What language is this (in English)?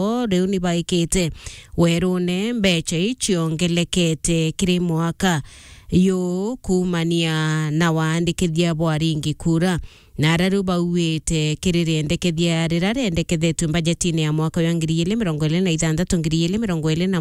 Meru